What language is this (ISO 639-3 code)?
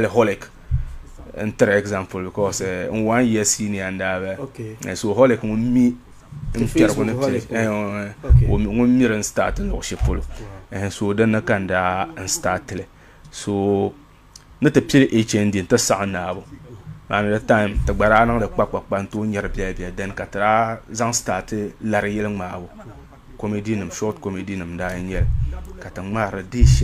dag